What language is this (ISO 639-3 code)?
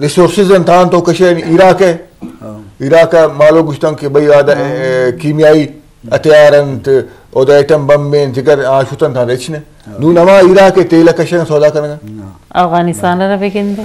bgp